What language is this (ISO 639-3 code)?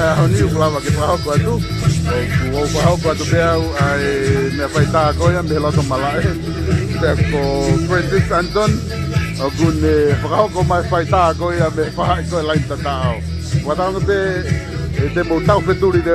ton